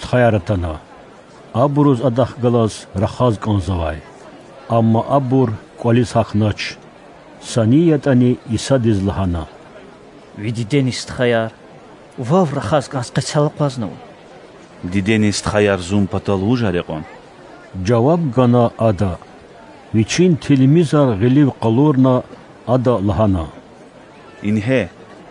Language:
Lezghian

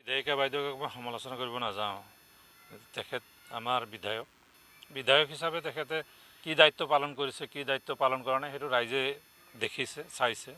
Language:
Assamese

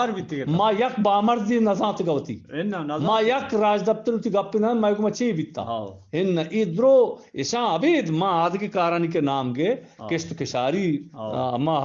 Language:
Eastern Balochi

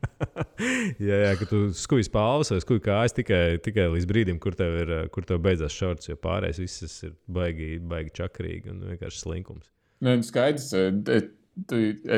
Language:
Latvian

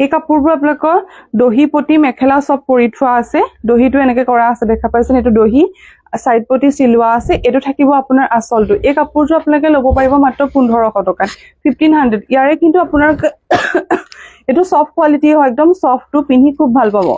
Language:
Assamese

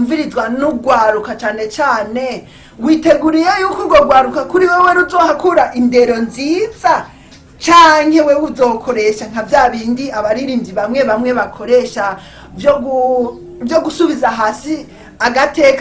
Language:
Rundi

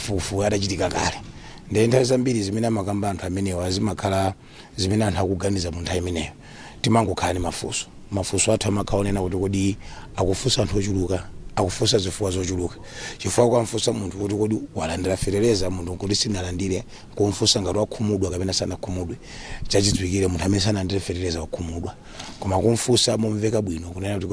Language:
Nyanja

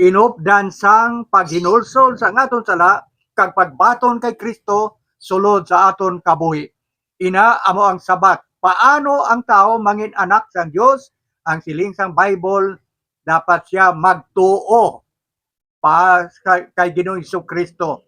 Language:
Hiligaynon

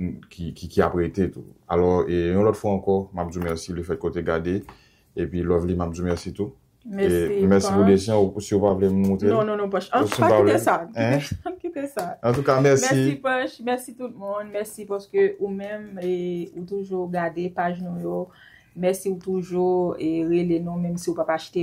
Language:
Haitian Creole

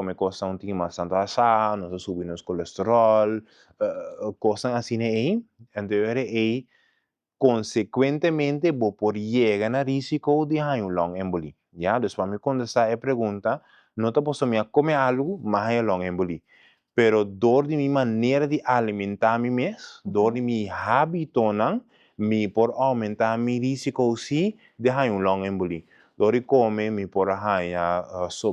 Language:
Papiamento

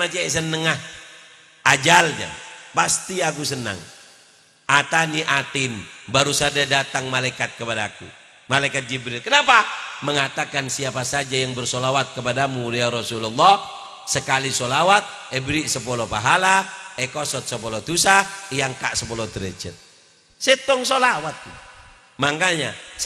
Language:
Madurese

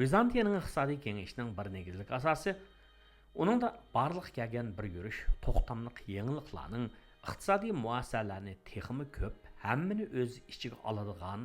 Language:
Uyghur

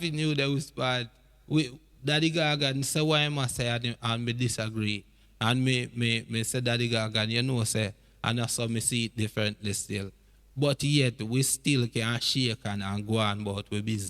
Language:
Jamaican Creole English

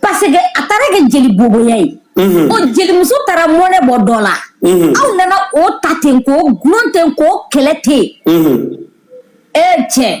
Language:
Bambara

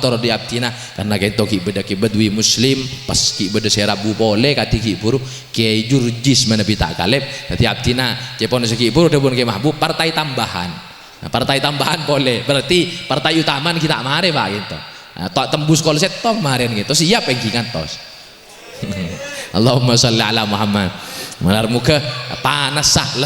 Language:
Madurese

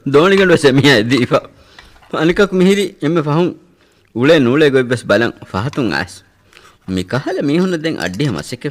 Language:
Divehi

